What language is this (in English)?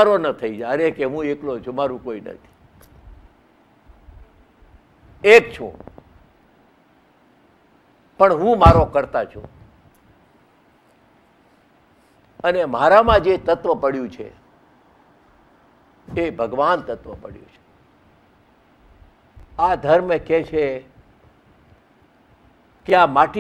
Gujarati